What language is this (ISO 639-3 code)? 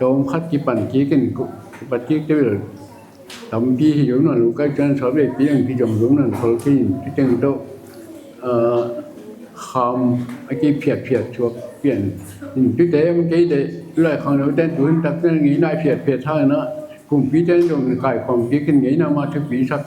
ctd